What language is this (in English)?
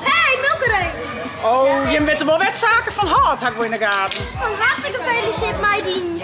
Western Frisian